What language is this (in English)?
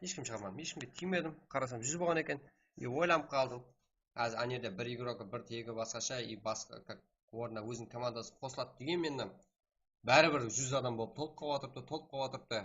Kara-Kalpak